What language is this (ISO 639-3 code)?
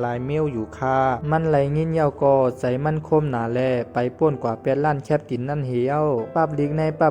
shn